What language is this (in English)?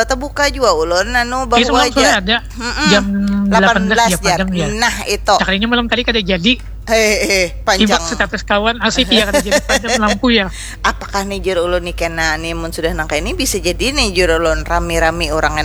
Banjar